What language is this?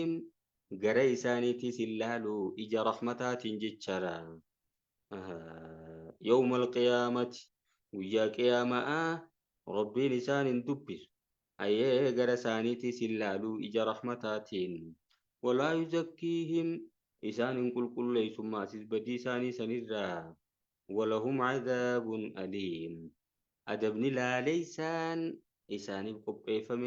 Oromo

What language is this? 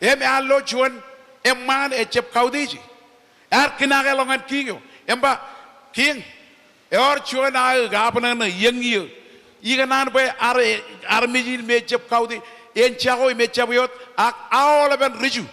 Marshallese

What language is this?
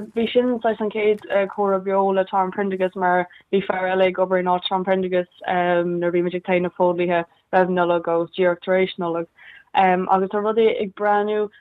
Irish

